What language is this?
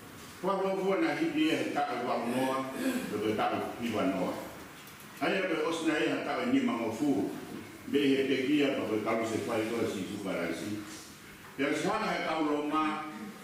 Tongan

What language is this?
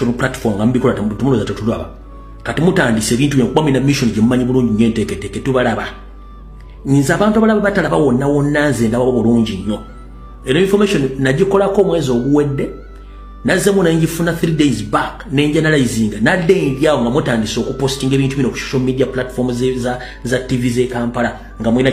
Ganda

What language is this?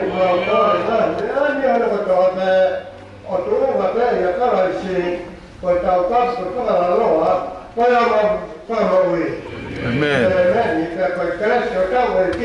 Tongan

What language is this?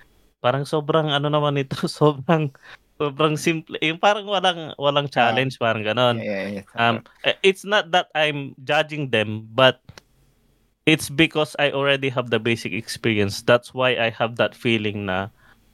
Filipino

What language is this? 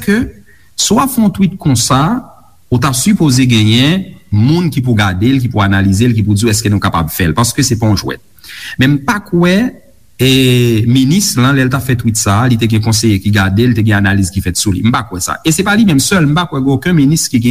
Haitian Creole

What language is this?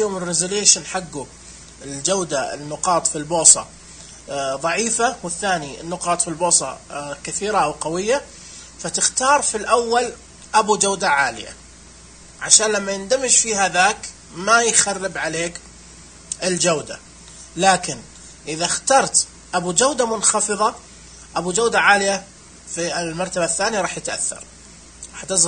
Najdi Arabic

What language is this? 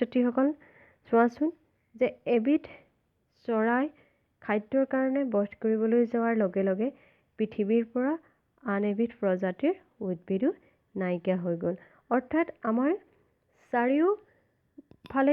Assamese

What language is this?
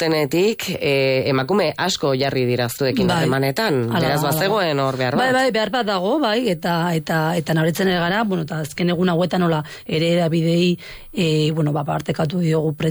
Basque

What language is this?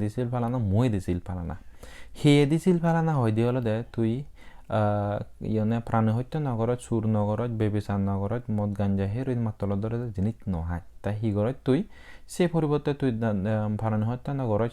Chakma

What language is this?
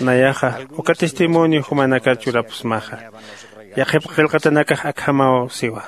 Aymara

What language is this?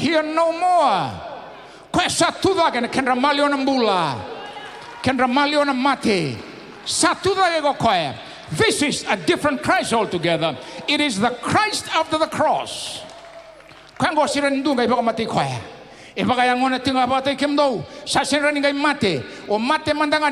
Fijian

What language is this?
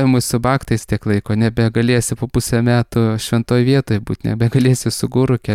Lithuanian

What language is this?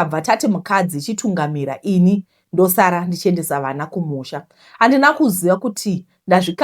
Shona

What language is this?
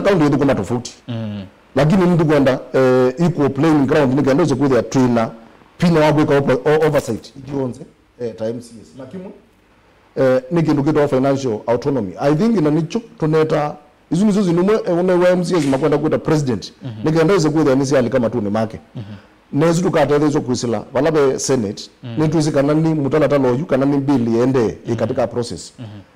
Kamba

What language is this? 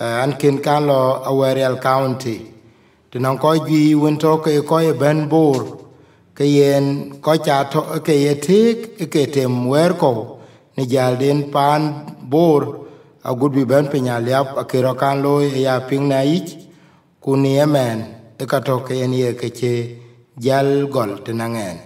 Dinka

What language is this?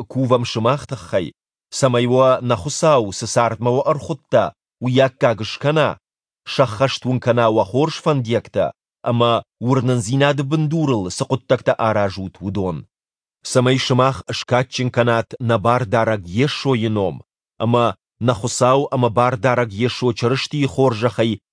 Ossetic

